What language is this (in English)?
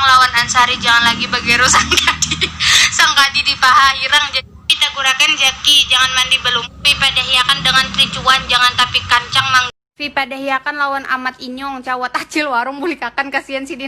Banjar